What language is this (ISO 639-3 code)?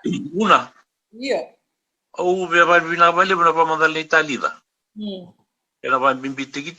fij